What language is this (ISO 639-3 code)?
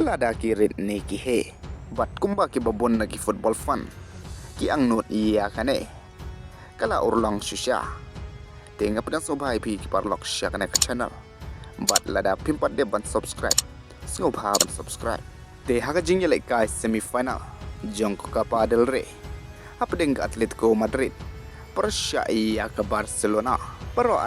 kha